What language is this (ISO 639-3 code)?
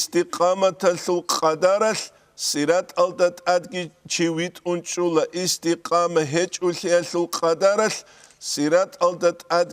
ava